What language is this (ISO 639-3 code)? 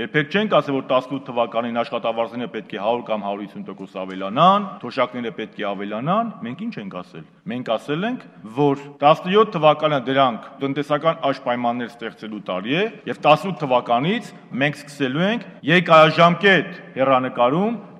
hye